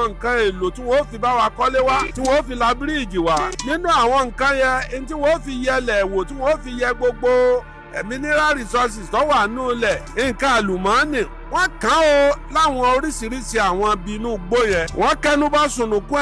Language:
Yoruba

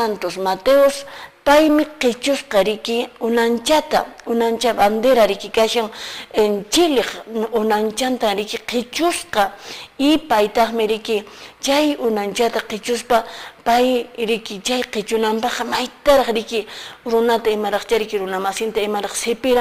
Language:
Quechua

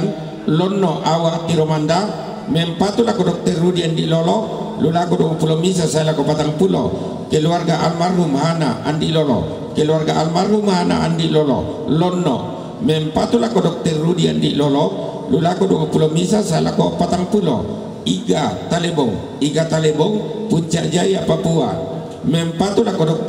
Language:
Toraja-Sa'dan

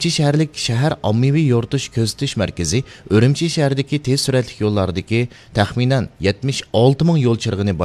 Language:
Uyghur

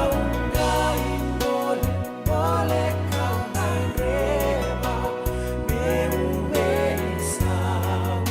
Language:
Fijian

